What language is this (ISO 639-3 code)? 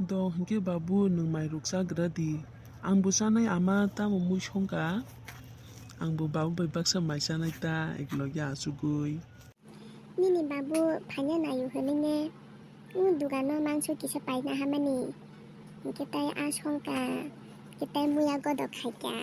trp